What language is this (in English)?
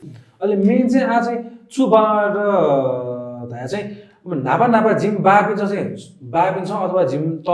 Newari